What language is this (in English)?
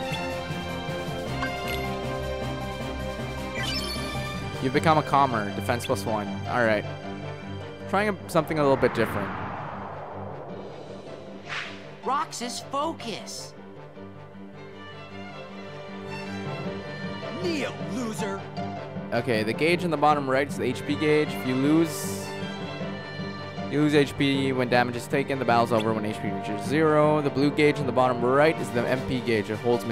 English